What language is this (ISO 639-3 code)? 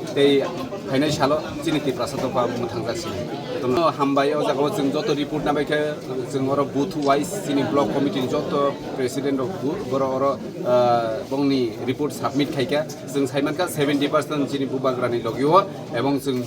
trp